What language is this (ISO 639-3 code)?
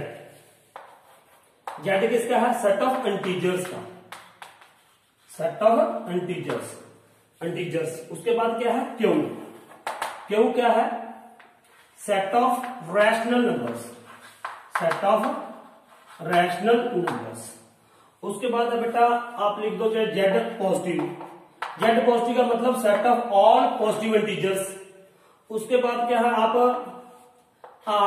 hin